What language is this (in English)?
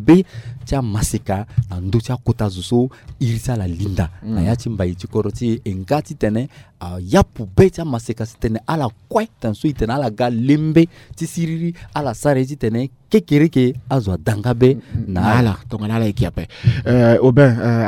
Sango